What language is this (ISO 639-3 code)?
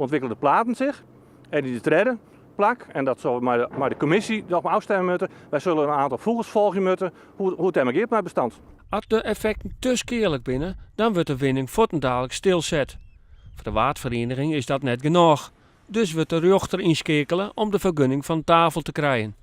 fry